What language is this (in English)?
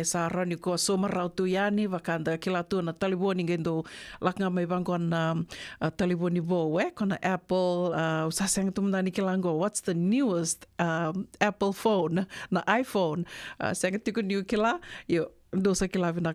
Fijian